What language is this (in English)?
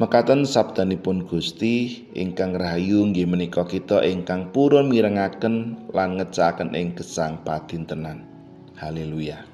Javanese